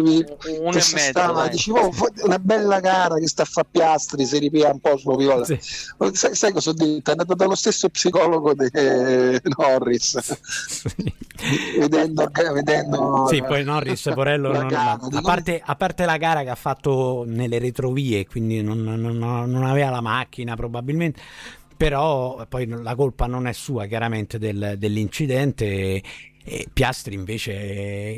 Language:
Italian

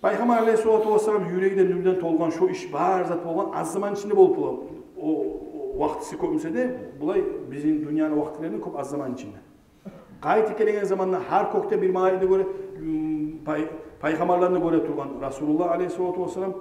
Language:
Kumyk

